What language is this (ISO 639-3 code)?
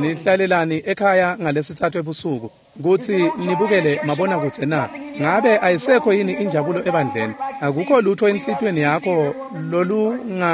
ssw